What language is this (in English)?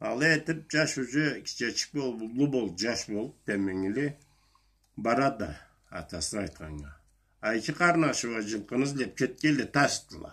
Karachay-Balkar